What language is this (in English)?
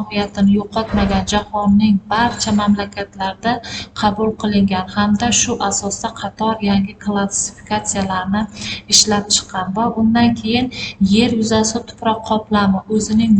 Uzbek